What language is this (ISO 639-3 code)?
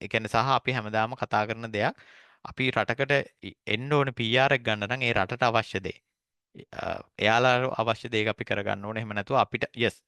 sin